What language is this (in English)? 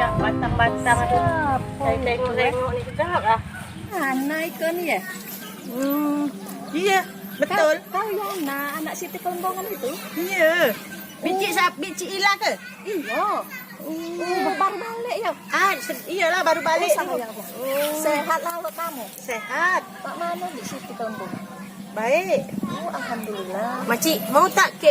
Musi